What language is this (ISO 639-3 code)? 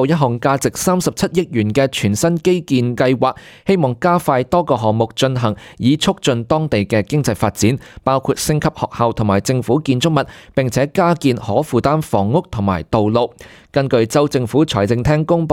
yue